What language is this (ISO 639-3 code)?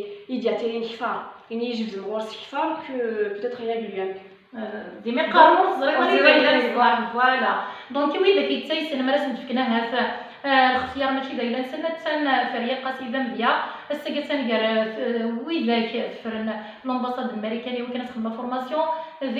kab